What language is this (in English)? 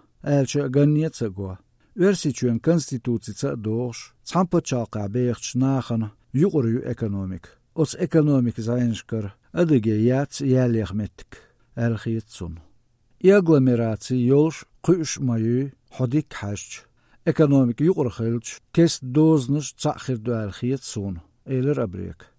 Chechen